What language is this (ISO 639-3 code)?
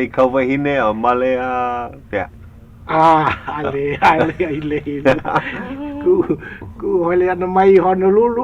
haw